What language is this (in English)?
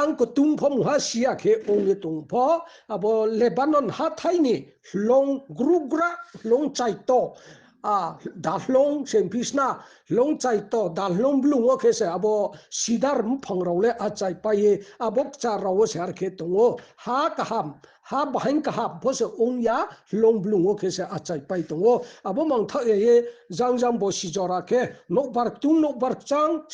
Riang (India)